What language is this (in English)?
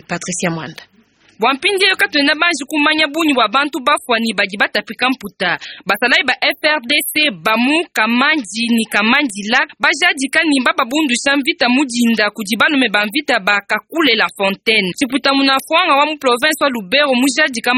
Luba-Lulua